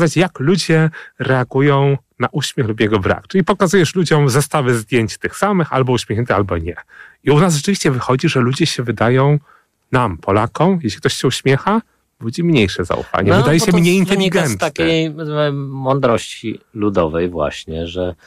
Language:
Polish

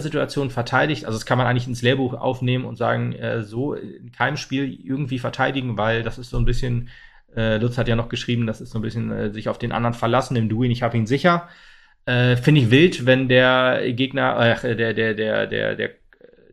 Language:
German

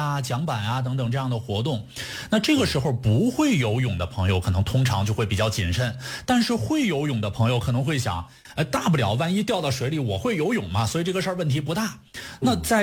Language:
Chinese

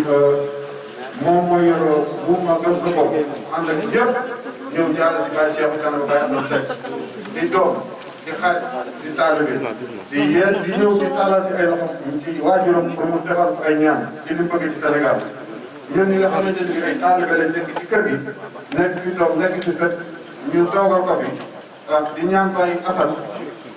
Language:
Wolof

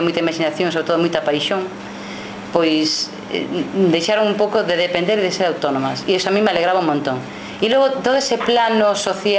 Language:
Galician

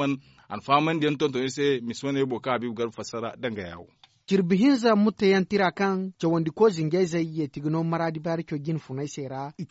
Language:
Zarma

